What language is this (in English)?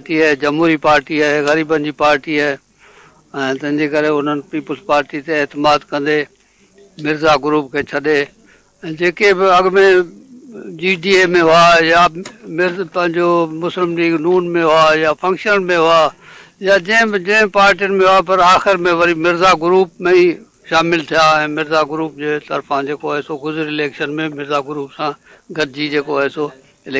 Sindhi